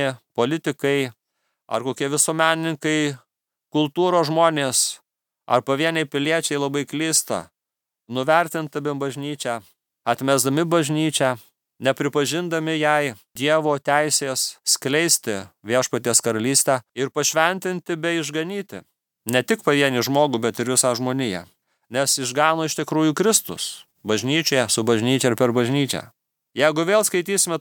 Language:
Lithuanian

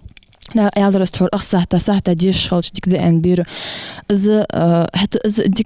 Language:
Ingush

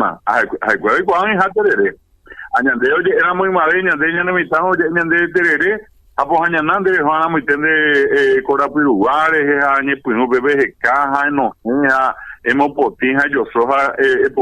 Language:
Guarani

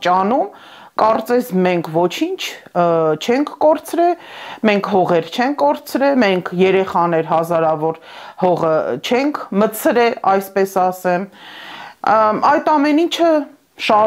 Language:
Armenian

